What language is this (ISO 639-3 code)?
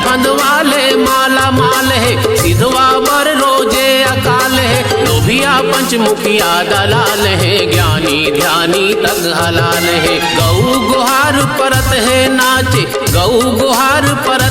hne